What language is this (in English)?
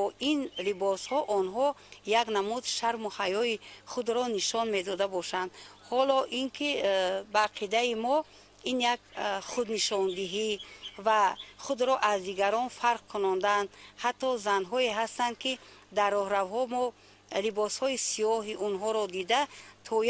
Tajik